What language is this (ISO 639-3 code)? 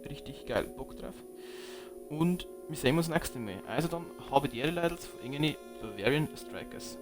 bar